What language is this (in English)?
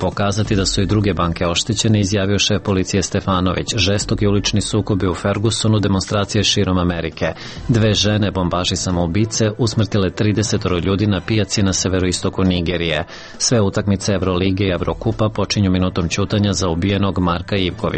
Serbian